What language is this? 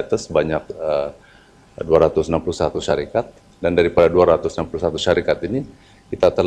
Malay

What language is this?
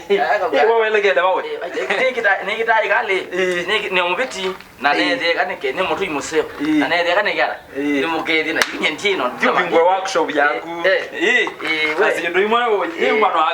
Kamba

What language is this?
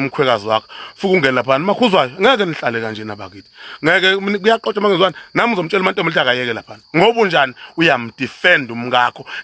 Zulu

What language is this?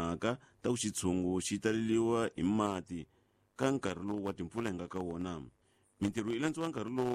Tsonga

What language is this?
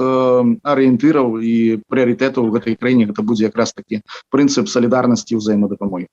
Belarusian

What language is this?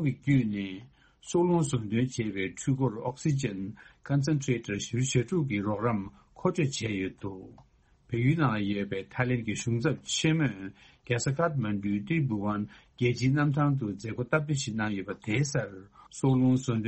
Tibetan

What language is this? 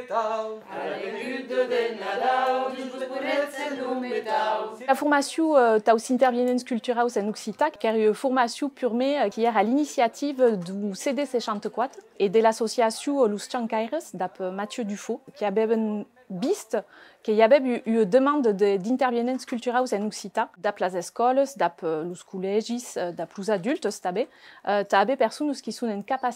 Occitan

